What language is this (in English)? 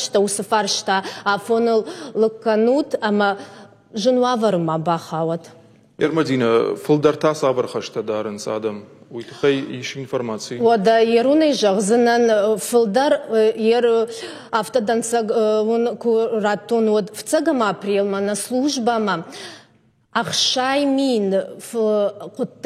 Ossetic